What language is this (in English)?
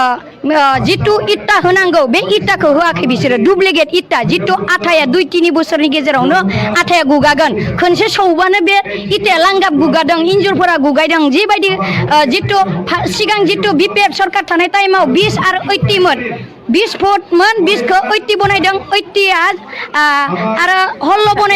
Bodo